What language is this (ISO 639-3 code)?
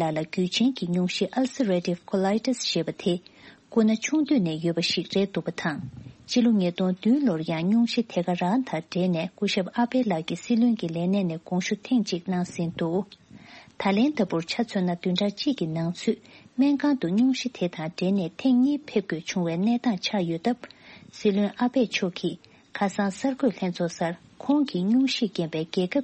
bod